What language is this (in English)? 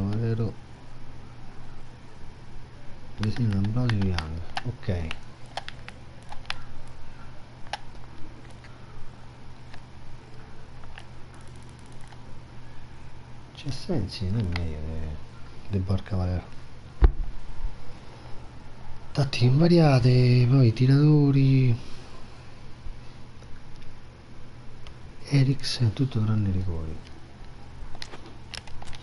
Italian